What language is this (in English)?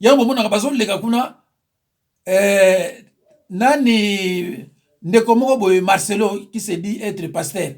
Lingala